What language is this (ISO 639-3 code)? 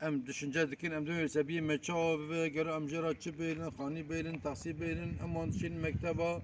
kur